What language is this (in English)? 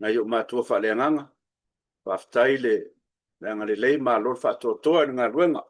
Samoan